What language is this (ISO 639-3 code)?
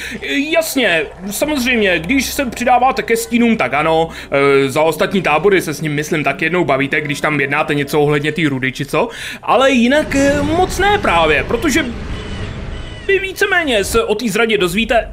ces